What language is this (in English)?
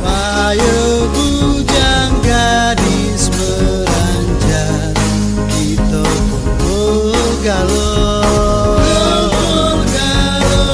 Musi